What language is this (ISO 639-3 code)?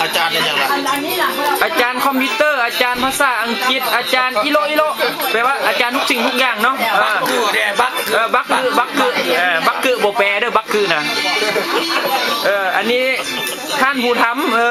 lao